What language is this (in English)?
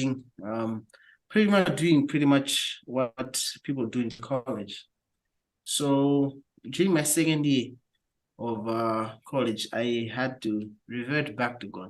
English